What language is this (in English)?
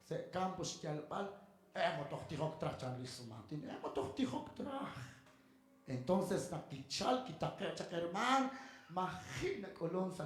Kekchí